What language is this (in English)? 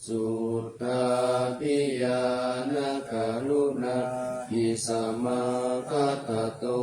Pali